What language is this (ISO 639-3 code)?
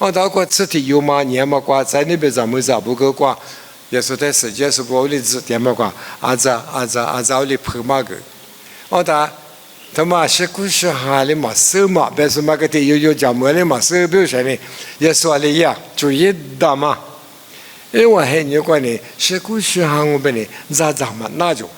lis